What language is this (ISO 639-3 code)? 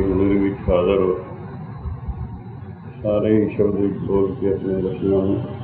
pan